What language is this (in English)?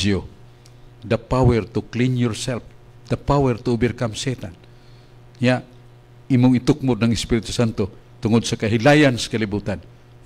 Cebuano